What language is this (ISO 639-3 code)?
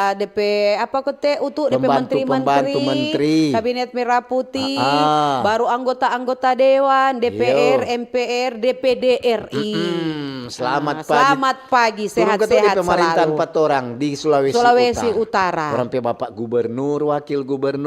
xmm